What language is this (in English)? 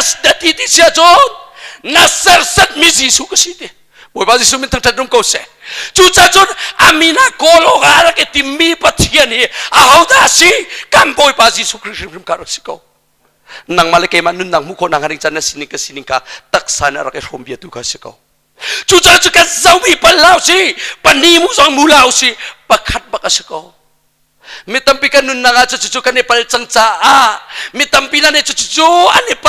Hakha Chin